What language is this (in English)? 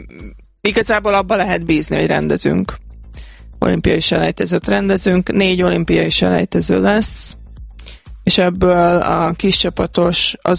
Hungarian